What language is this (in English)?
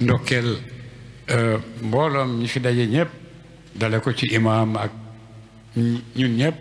Wolof